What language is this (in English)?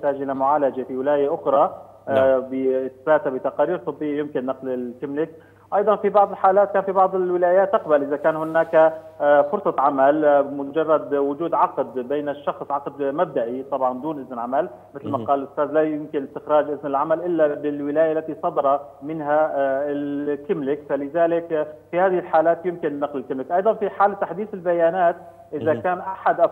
Arabic